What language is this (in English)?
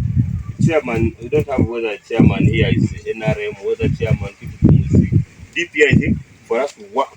Acoli